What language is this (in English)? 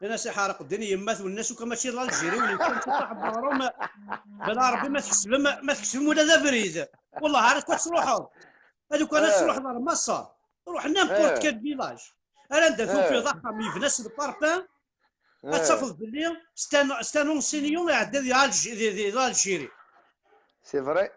Kabyle